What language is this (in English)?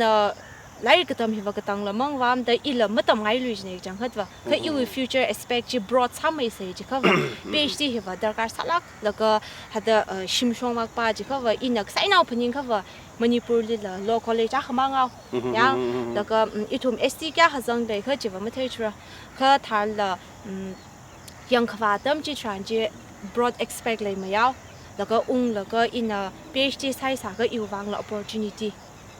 Tangkhul Naga (India)